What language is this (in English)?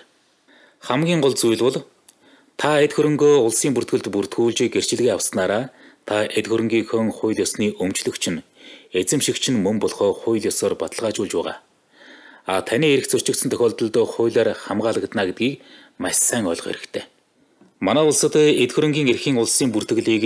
Mongolian